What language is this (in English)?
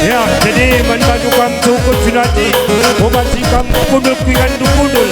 Batak Karo